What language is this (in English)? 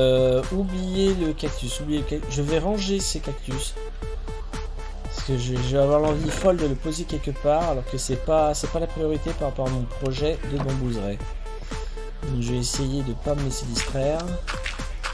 French